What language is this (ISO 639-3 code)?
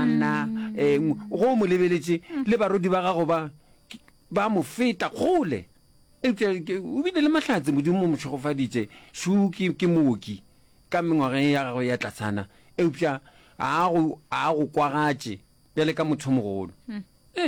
nso